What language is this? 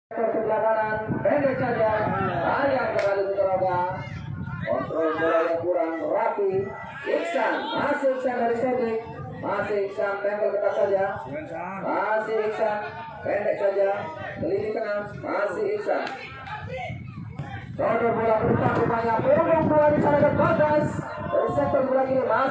Indonesian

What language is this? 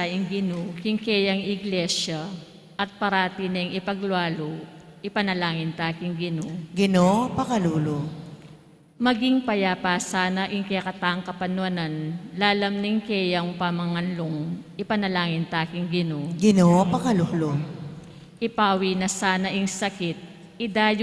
Pampanga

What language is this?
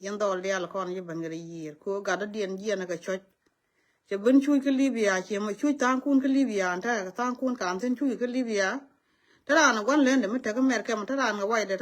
Nuer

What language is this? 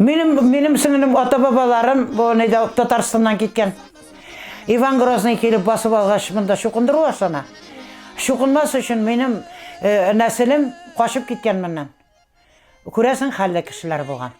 Tatar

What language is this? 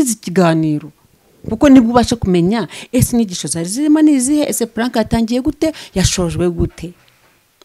Kinyarwanda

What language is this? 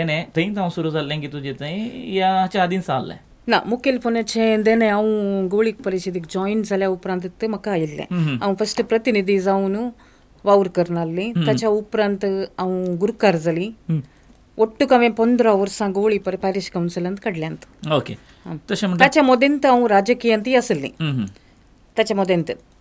Konkani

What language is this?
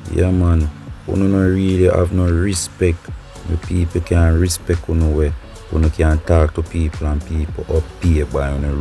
Jamaican Creole English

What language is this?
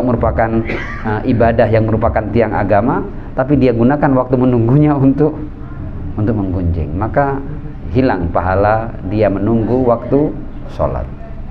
Indonesian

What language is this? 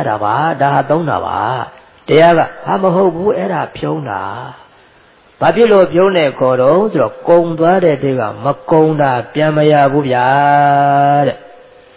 Burmese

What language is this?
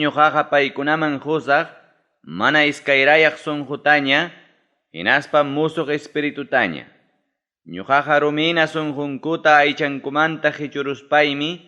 Ayacucho Quechua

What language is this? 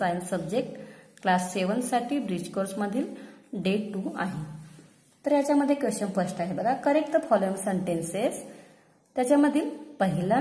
Marathi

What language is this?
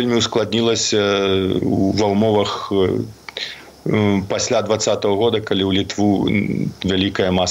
Belarusian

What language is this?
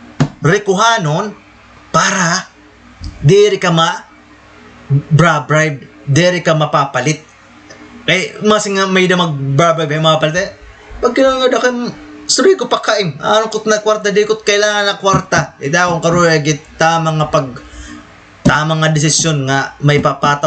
Waray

